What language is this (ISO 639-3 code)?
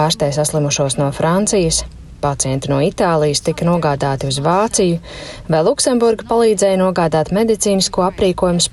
lav